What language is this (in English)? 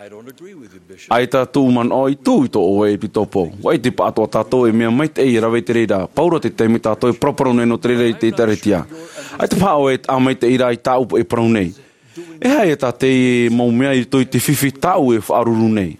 Tahitian